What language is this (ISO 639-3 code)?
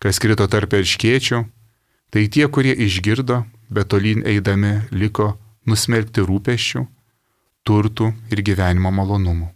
lit